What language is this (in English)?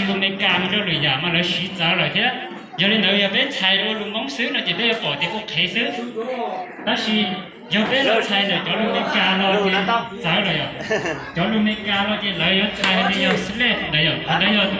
Hmong